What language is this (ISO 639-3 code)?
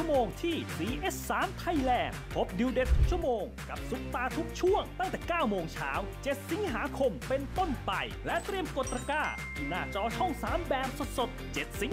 tha